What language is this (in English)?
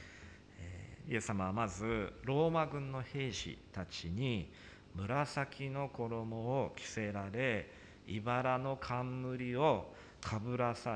Japanese